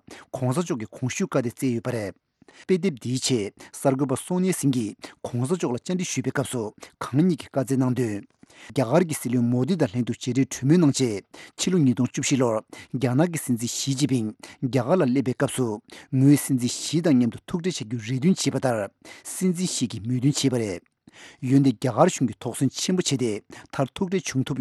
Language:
Tibetan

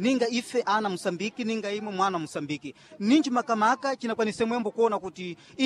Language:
Sena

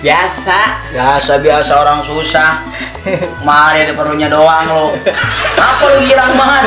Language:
Betawi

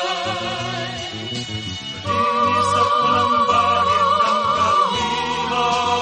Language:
Filipino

